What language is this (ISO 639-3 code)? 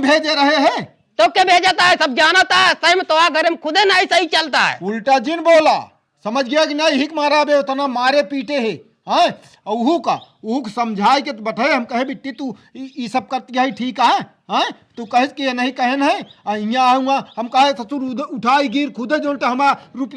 awa